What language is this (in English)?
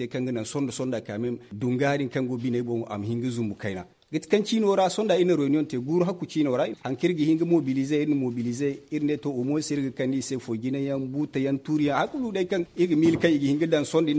Zarma